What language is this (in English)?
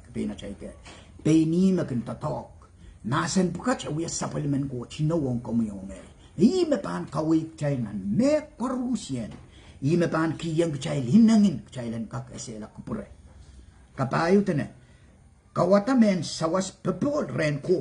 Pohnpeian